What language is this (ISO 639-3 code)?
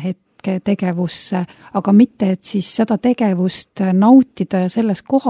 est